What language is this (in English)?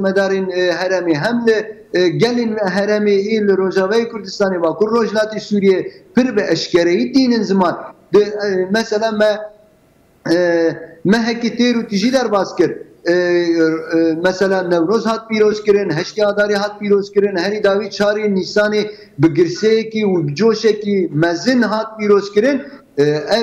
Kurdish